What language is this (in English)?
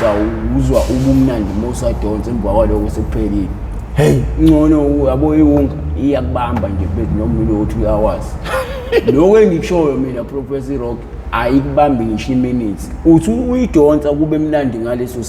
Zulu